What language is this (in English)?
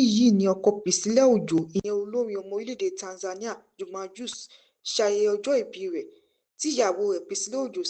Yoruba